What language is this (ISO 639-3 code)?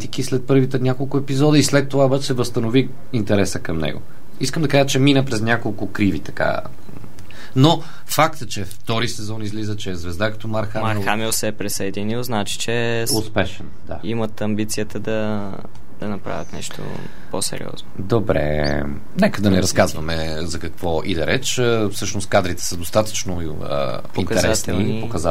bul